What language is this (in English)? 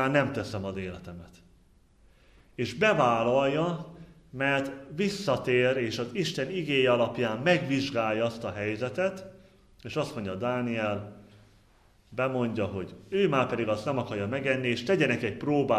Hungarian